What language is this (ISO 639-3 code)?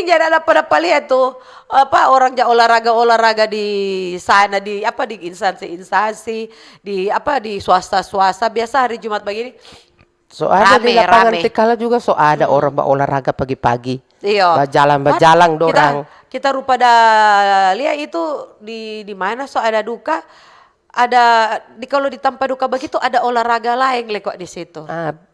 xmm